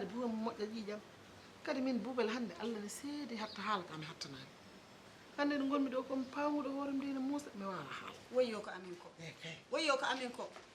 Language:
Fula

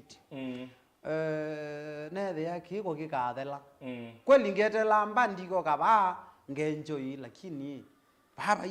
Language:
Kamba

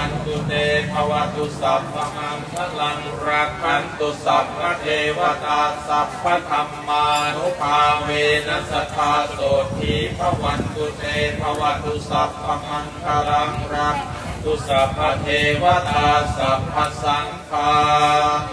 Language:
Pali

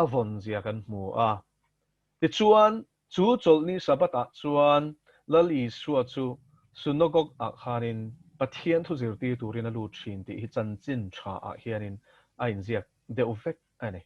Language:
Mizo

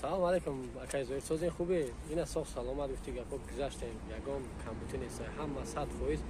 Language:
Tajik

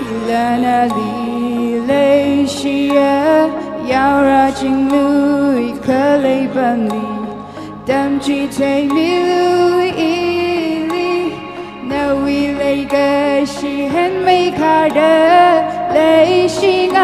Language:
Tangkhul Naga (India)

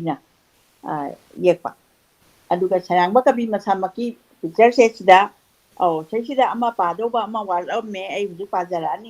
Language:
Manipuri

